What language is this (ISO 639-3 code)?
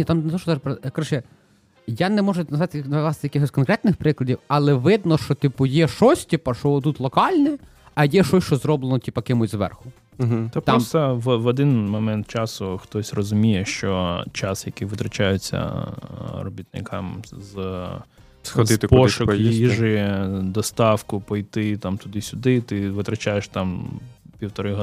ukr